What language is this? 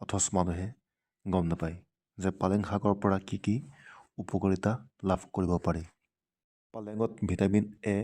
Assamese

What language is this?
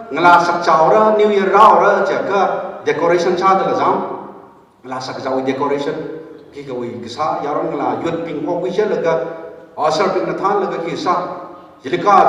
Tangkhul Naga (India)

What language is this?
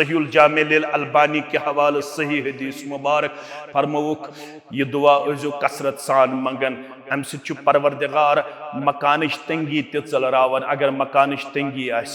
Kashmiri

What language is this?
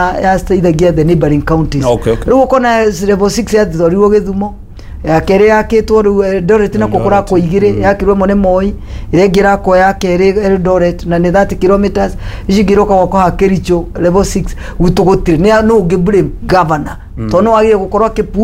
Kikuyu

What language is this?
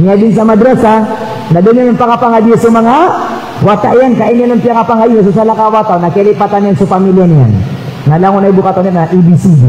Maranao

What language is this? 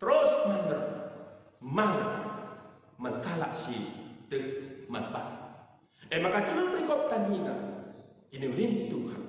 Batak Karo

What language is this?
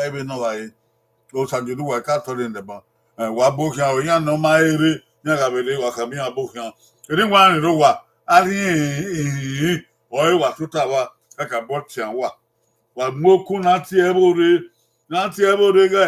Bini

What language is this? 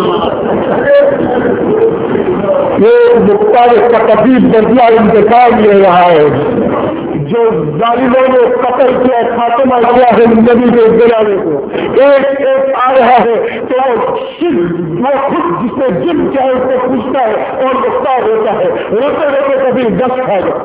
Urdu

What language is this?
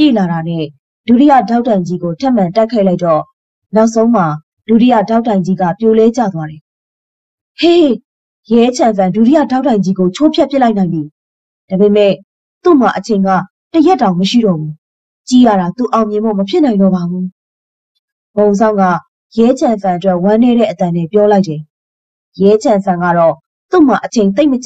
Burmese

